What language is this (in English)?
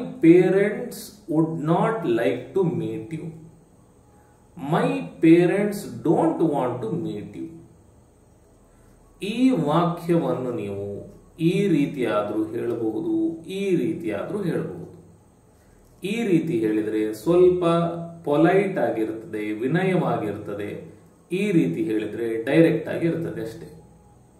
Kannada